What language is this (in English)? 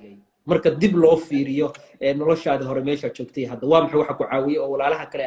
Somali